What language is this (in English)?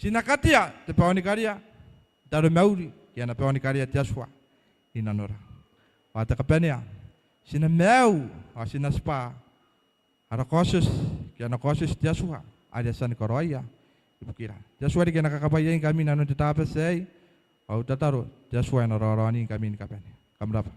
Gilbertese